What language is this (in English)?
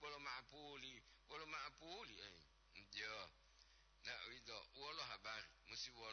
Gorontalo